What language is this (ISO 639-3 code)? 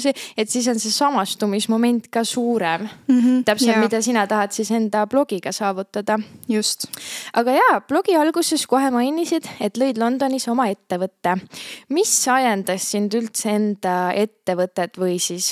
est